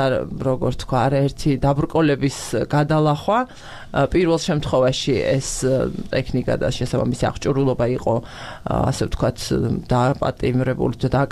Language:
Georgian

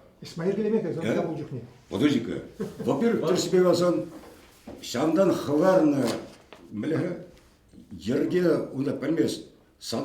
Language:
Chuvash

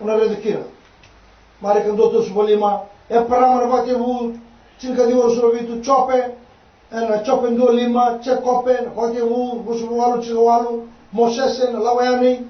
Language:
Fijian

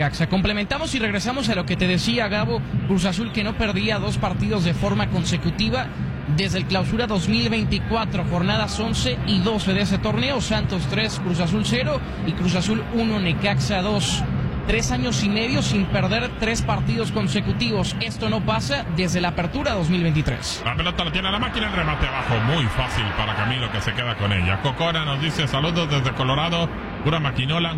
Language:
Spanish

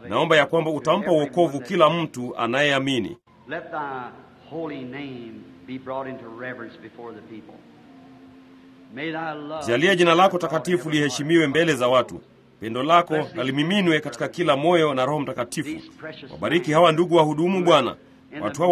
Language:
Swahili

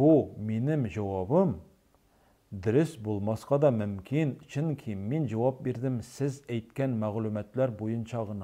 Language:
Tatar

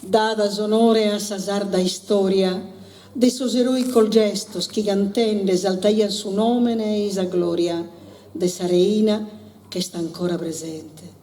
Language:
Sardinian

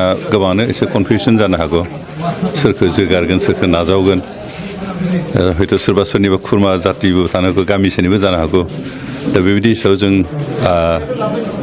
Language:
Bodo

